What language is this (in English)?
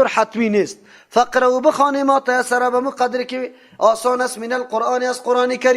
Persian